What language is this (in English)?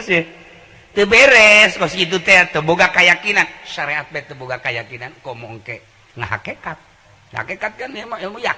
Sundanese